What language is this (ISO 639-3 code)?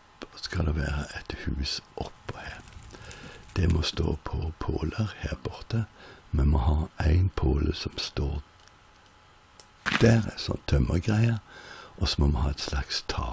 nor